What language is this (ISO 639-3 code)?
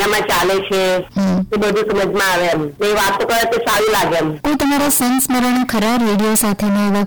guj